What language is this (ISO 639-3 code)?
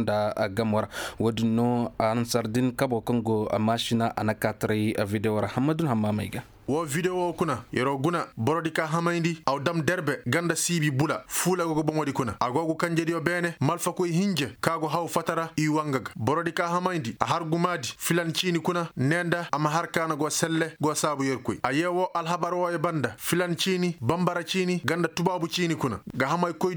ses